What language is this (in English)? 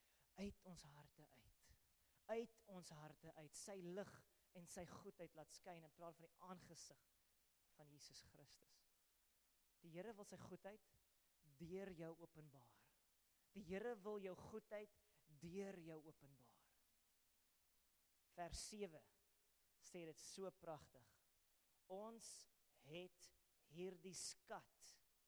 Afrikaans